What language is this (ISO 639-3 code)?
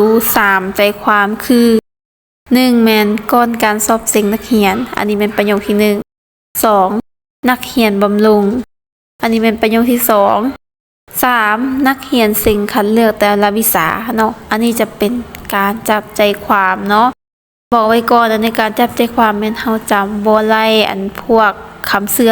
lao